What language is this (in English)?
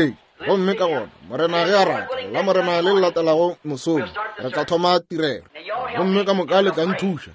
Northern Sotho